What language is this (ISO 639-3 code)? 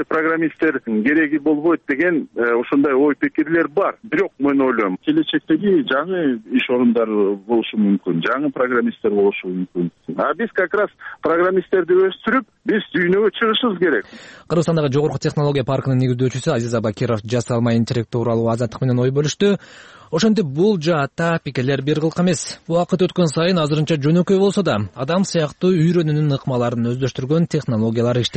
kir